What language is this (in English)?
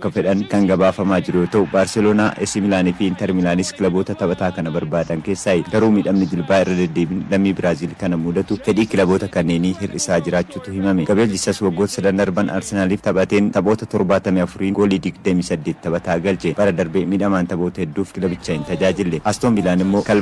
Oromo